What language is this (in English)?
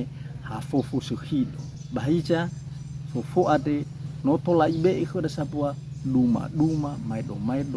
Nias